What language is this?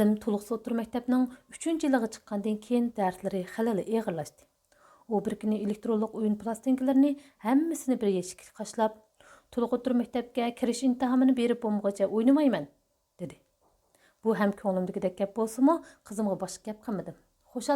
Uyghur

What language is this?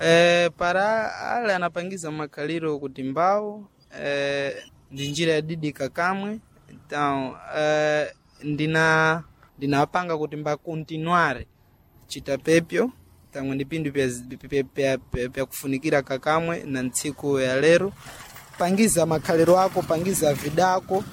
Sena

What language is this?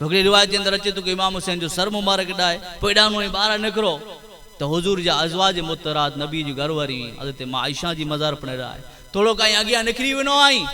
Kachhi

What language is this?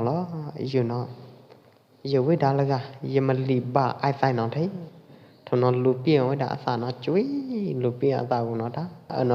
Pwo Eastern Karen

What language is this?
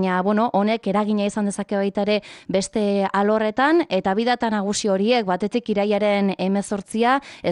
Basque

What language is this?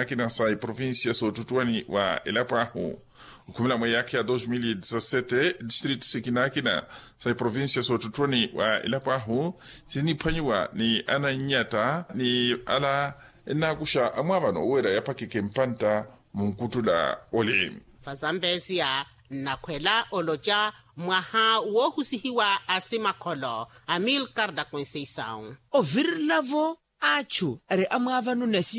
Makhuwa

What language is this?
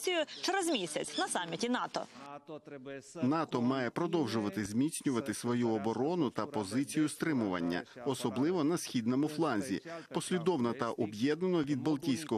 Ukrainian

